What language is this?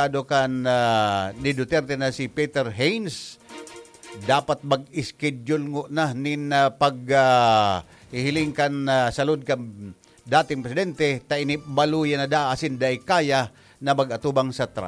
Bikol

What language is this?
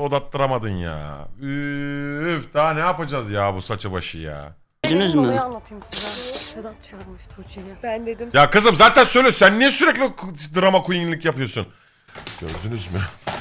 Turkish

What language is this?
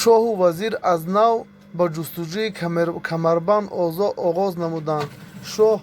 Tajik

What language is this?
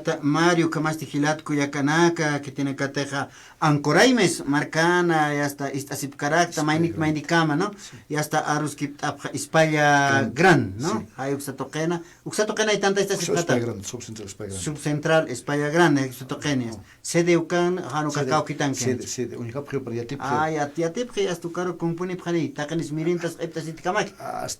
Aymara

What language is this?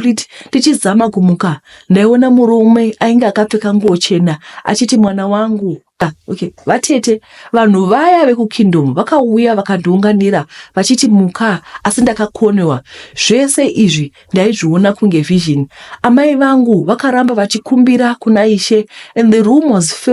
Shona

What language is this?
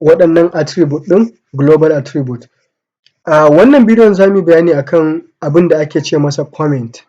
Hausa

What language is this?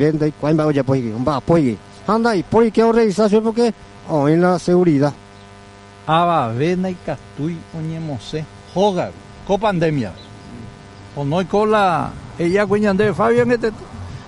Guarani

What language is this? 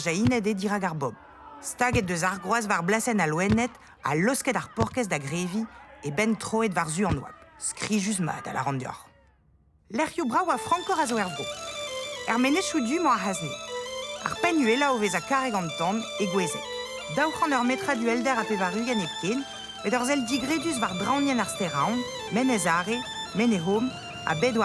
Breton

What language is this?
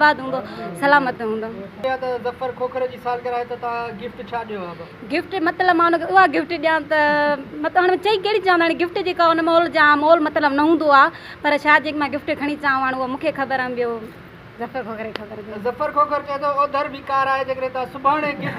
Sindhi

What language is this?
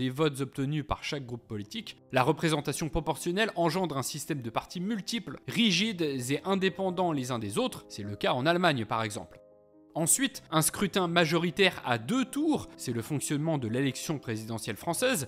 French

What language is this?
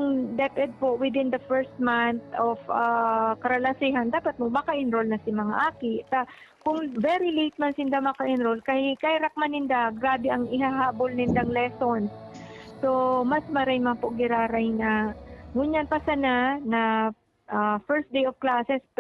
Bikol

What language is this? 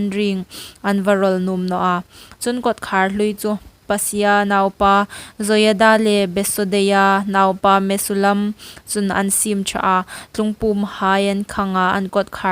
Hmar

